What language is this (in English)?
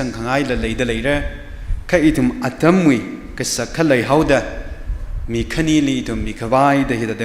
Tangkhul Naga (India)